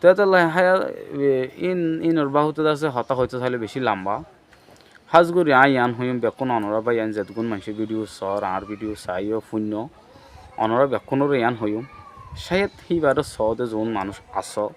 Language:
Rohingya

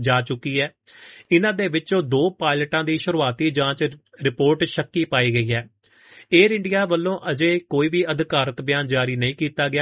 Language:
Punjabi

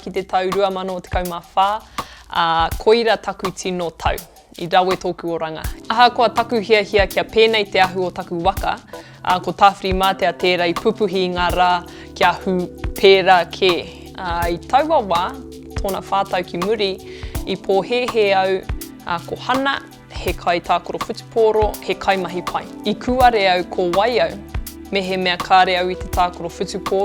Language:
Māori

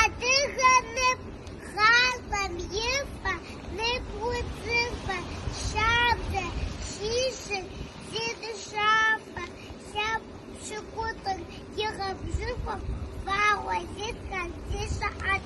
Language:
Kabardian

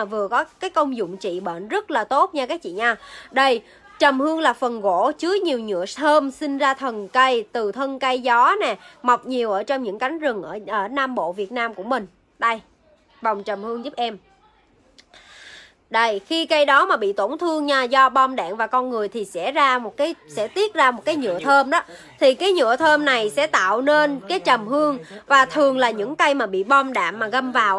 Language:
Vietnamese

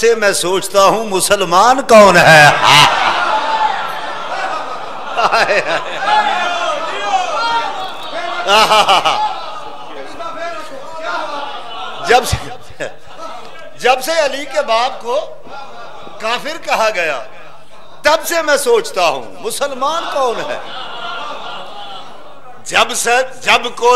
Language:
Urdu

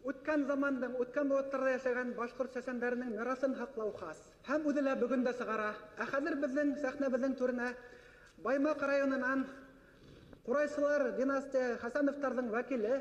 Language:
Bashkir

